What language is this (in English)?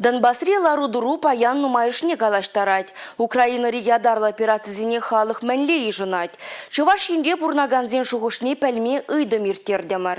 Chuvash